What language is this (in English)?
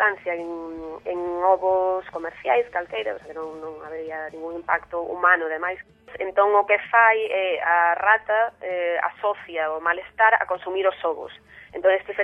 Galician